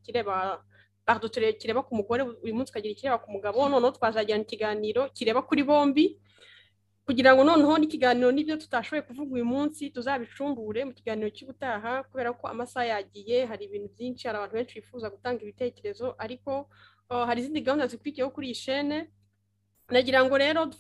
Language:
Kinyarwanda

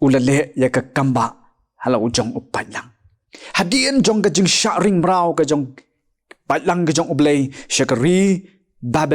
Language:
Khasi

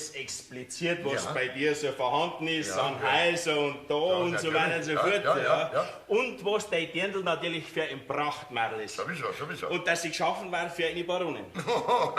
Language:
Bavarian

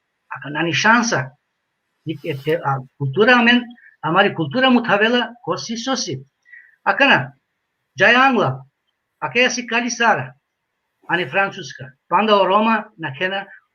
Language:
Balkan Romani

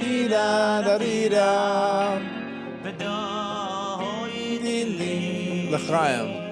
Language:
Yiddish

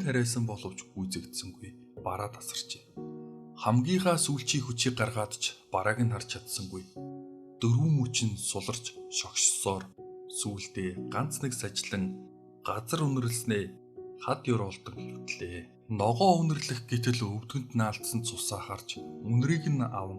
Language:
Mongolian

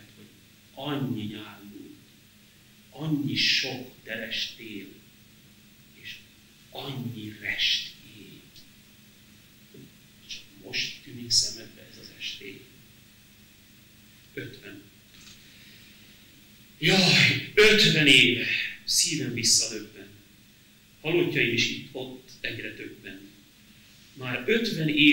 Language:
Hungarian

